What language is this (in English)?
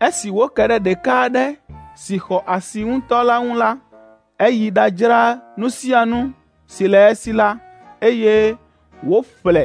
Ewe